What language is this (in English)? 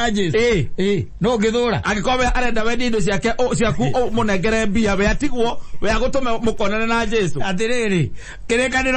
Kikuyu